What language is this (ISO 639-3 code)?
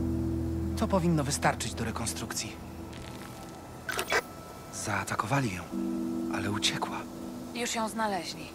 pol